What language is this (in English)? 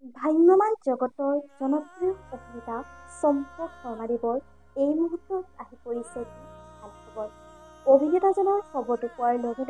Assamese